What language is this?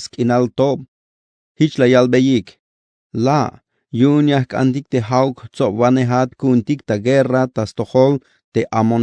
Tzeltal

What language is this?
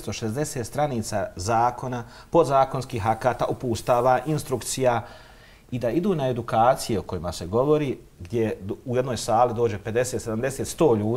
Bosnian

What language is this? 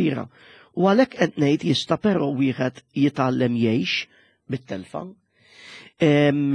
Maltese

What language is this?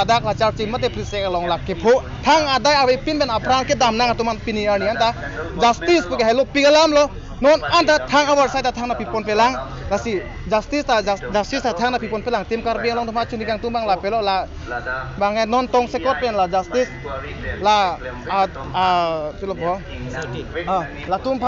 Karbi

